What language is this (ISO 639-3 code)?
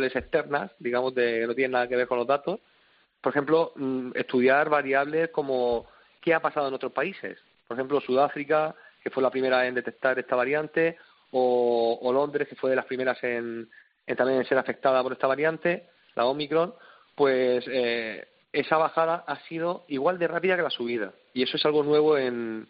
spa